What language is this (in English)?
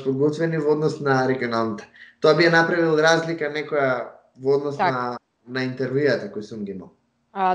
Macedonian